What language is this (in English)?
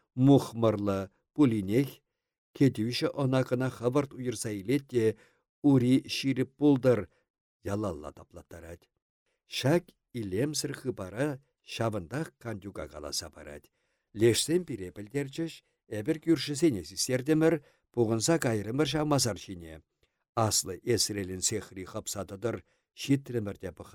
Chuvash